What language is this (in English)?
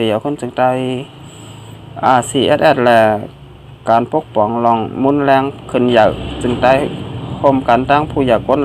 Shan